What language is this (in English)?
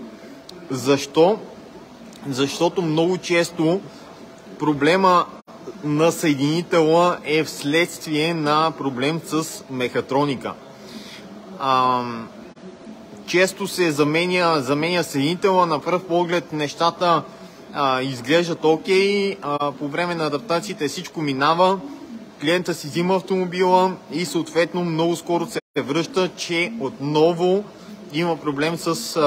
Bulgarian